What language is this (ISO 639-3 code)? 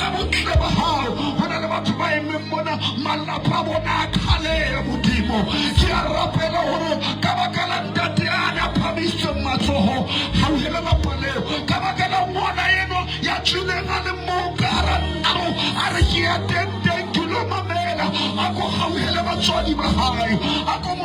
sot